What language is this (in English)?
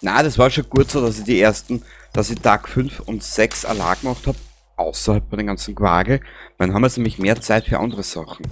Bavarian